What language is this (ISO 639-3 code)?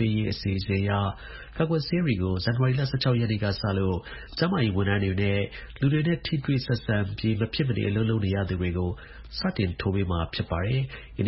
mya